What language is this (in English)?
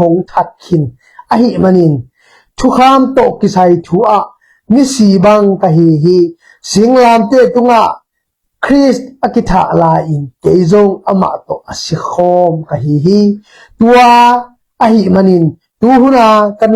Tedim Chin